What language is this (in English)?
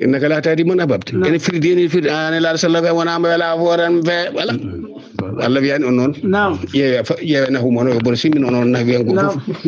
Fula